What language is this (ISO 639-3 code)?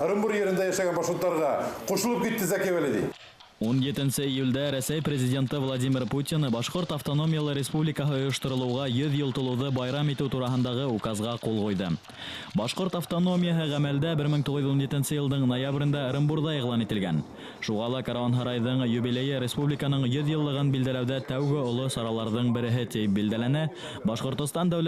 bak